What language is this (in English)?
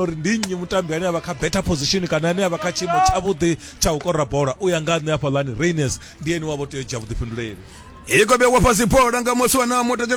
Venda